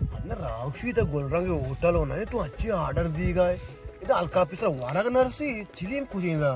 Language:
Baluchi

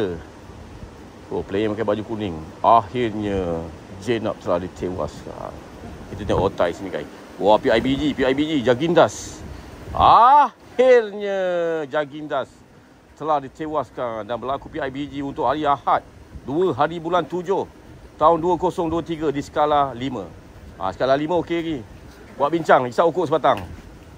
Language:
Malay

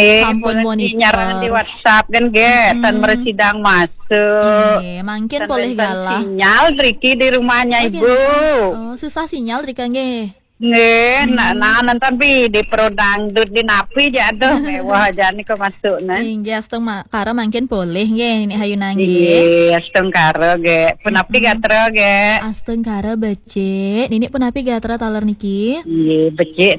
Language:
Balinese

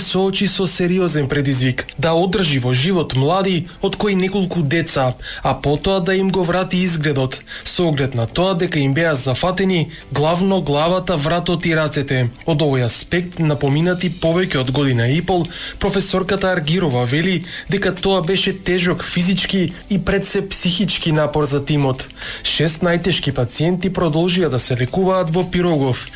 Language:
Macedonian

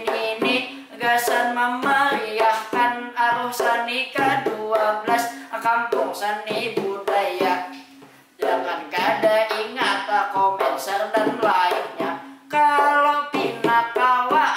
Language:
Banjar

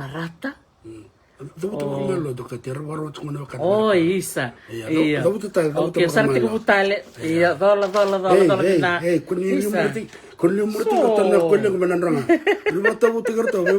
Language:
Fijian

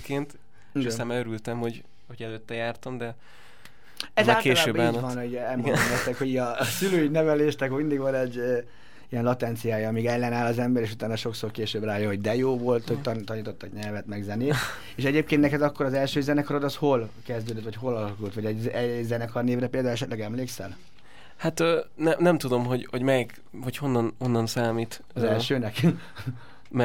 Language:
Hungarian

